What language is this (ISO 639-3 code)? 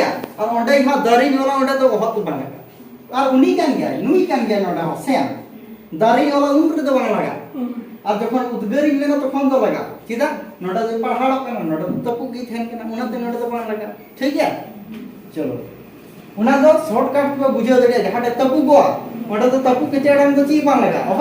sat